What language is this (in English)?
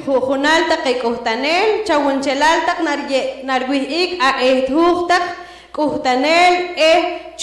Poqomchi'